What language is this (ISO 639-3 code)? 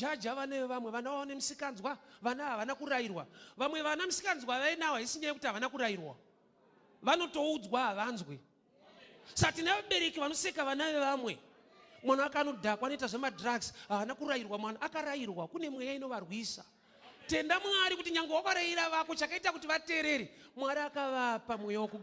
sna